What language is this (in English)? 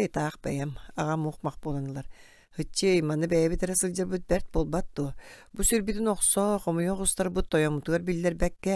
Yakut